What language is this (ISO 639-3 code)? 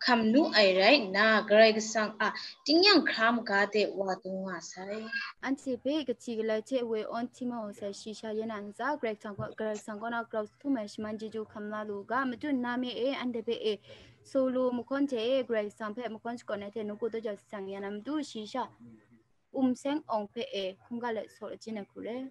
kac